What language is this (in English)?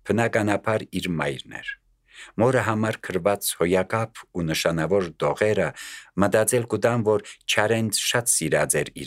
Armenian